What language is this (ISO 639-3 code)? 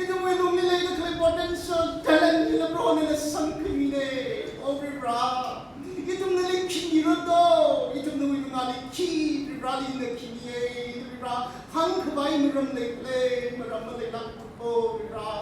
nmf